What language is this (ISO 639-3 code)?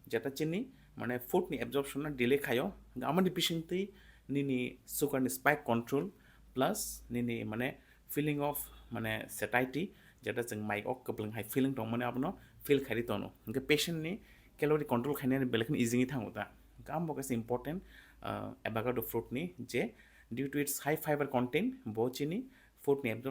trp